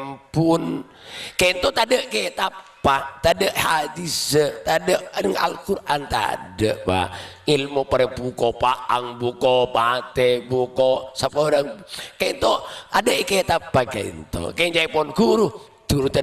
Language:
Madurese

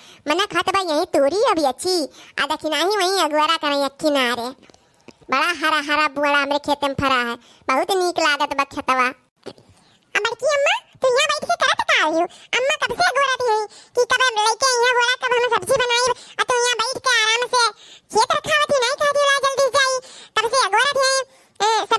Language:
Awadhi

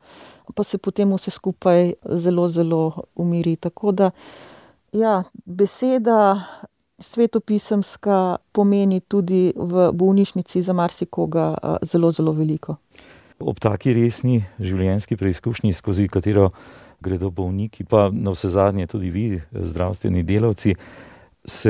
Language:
Slovenian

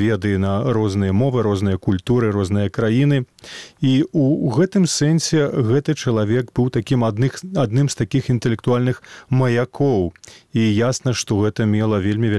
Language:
Belarusian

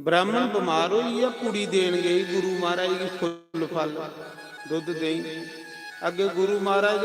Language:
Dogri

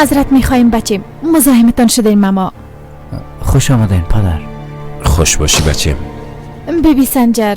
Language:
Persian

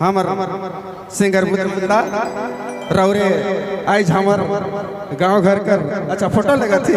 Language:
Sadri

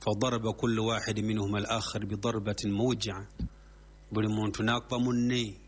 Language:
Ganda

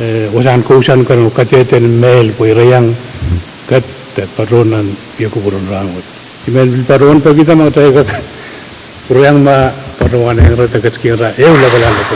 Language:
Pohnpeian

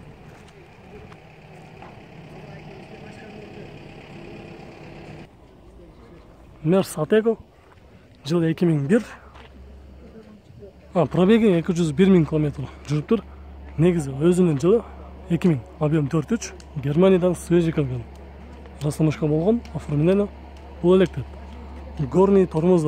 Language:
Kyrgyz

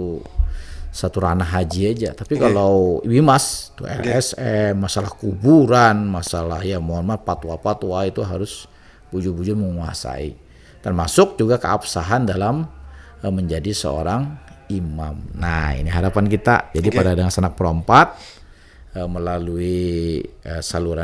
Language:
Banjar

